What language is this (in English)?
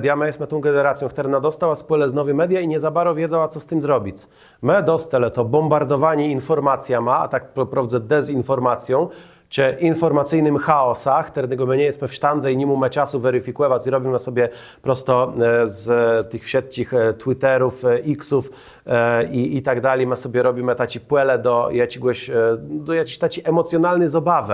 Kashubian